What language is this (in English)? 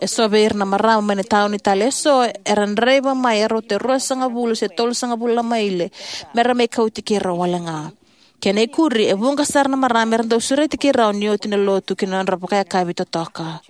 Fijian